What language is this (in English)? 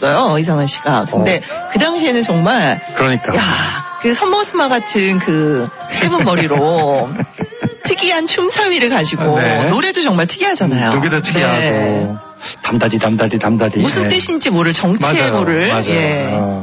Korean